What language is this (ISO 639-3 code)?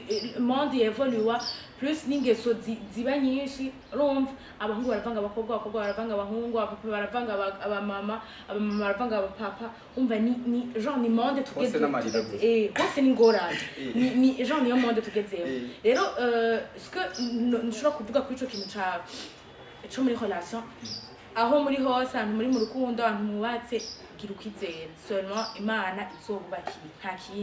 run